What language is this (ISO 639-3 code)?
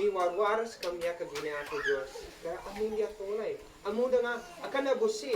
isd